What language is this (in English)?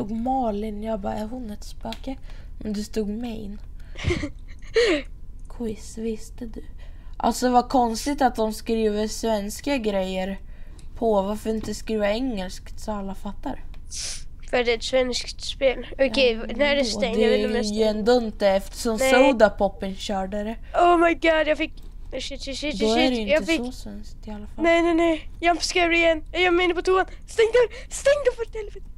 Swedish